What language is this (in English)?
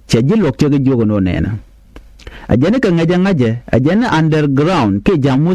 Nuer